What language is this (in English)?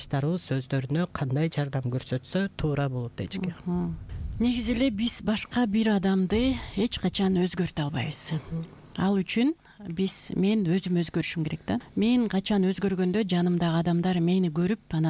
Kyrgyz